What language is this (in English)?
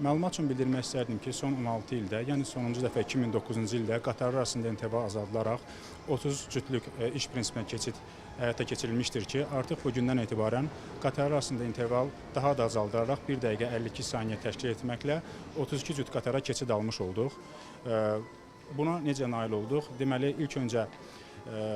Azerbaijani